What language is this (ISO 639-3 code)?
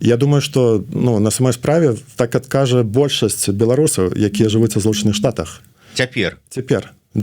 bel